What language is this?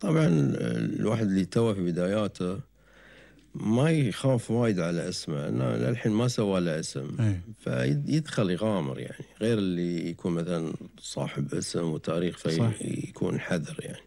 Gulf Arabic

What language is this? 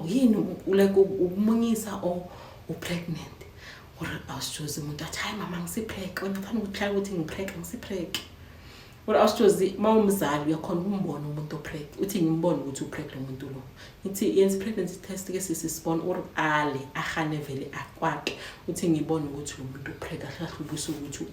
Zulu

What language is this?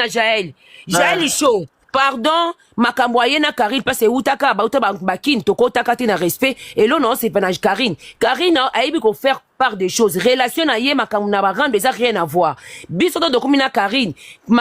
Lingala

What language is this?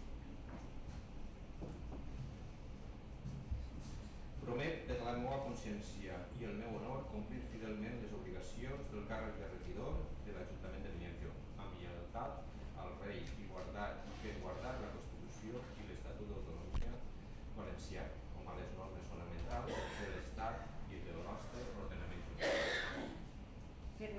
Catalan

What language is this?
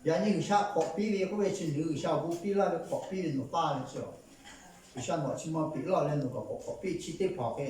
Lahu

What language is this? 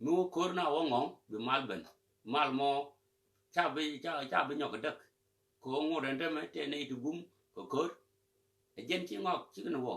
Nuer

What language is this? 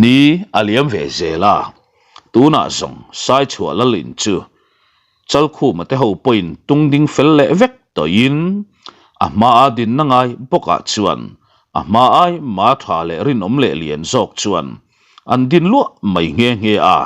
Mizo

